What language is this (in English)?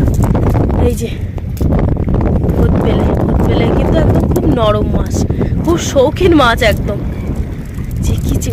Bangla